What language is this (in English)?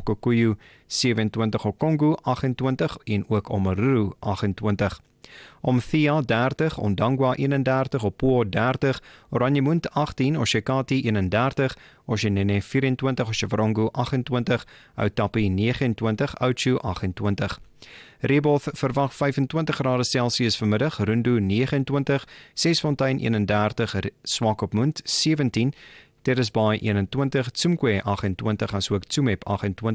Afrikaans